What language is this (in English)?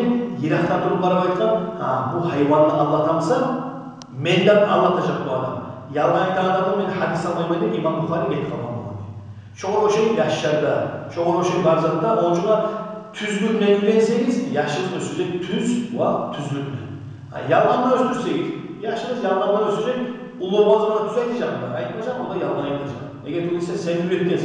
Kumyk